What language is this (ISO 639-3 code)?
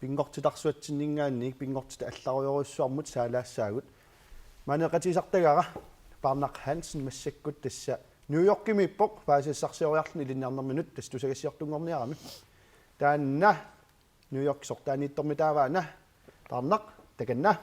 kal